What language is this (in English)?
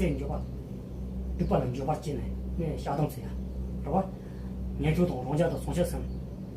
Tibetan